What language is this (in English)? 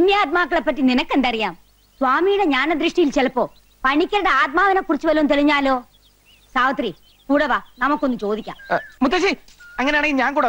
Malayalam